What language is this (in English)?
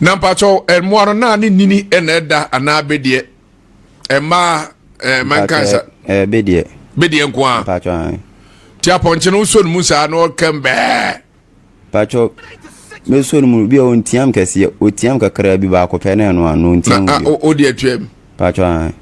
Akan